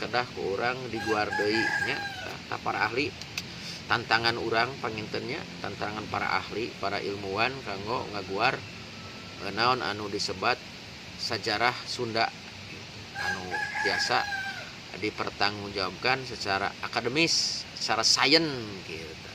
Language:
Sundanese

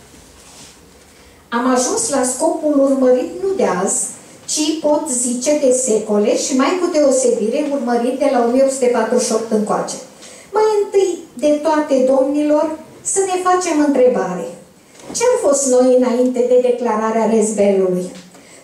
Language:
Romanian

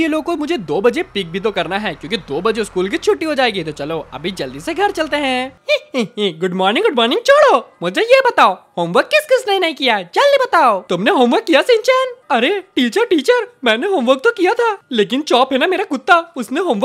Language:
Hindi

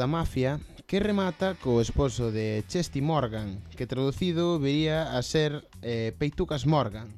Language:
Galician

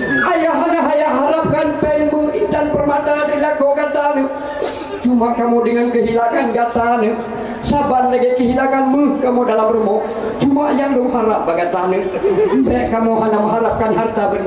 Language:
Achinese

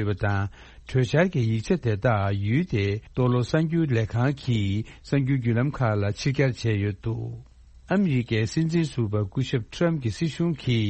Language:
Tibetan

